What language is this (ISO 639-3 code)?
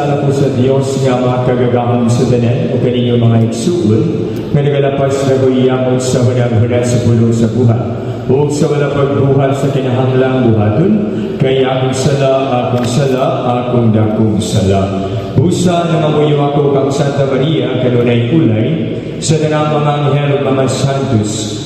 ceb